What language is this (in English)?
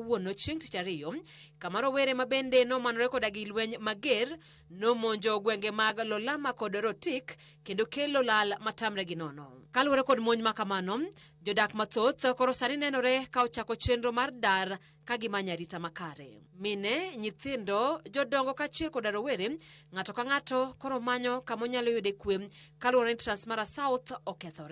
Luo (Kenya and Tanzania)